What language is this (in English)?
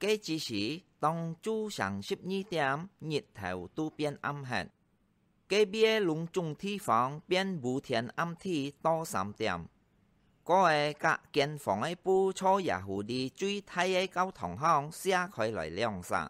Hakka Chinese